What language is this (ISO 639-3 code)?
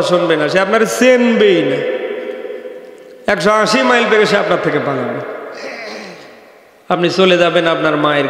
ben